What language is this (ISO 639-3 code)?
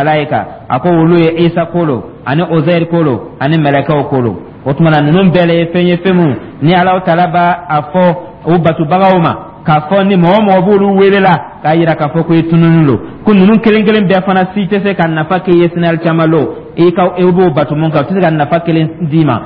dyu